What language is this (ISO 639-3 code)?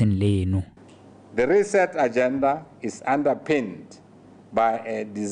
tsn